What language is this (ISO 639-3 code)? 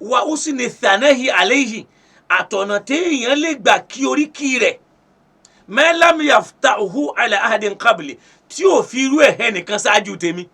yor